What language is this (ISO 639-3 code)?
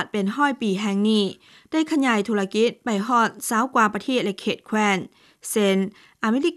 lao